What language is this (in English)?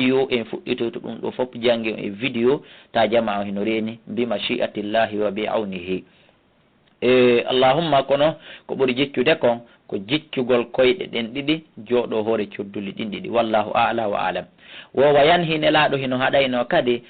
Fula